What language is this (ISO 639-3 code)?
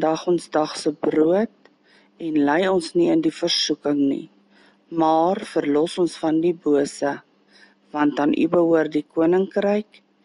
afr